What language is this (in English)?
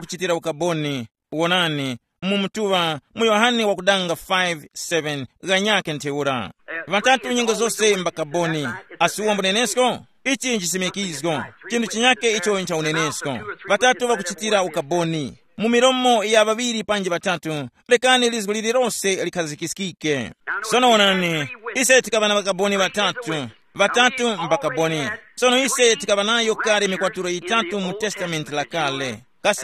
Tumbuka